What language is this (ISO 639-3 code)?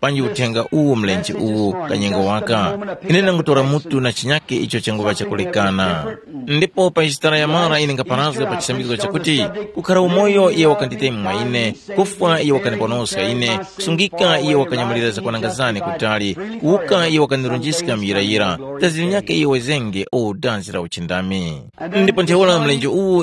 tum